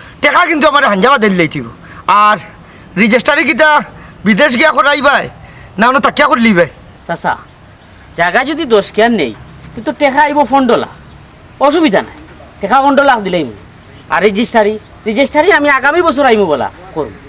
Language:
Sylheti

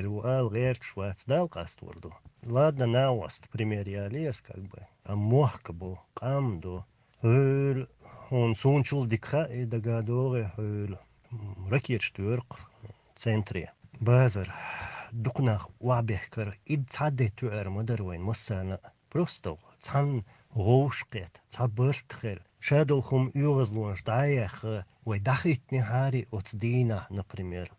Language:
Chechen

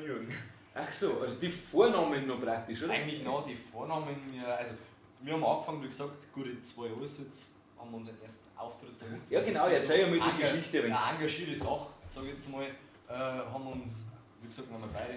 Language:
Bavarian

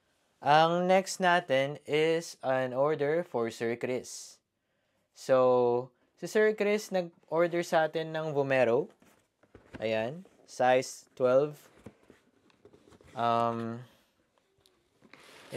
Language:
Filipino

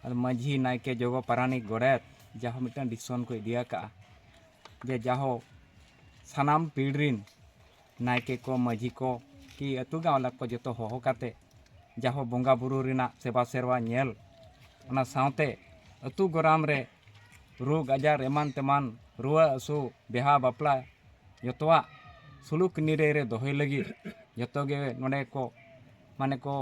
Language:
Santali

